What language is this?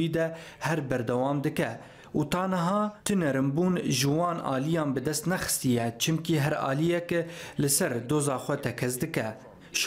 Kurdish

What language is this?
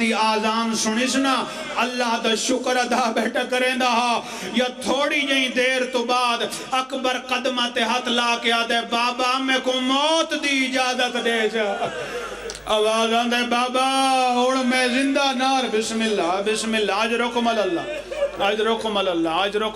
Pahari-Potwari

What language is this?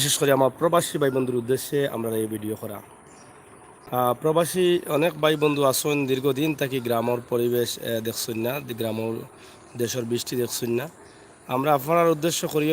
Sylheti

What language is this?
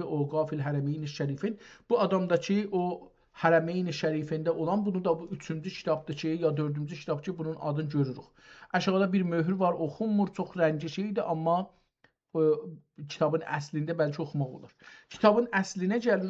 South Azerbaijani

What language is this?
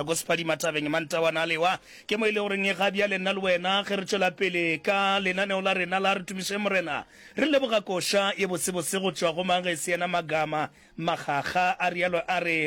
Northern Sotho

